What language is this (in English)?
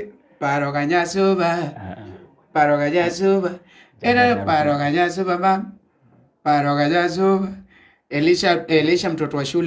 Luo (Kenya and Tanzania)